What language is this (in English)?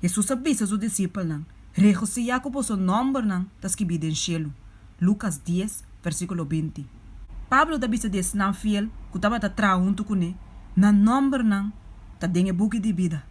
Papiamento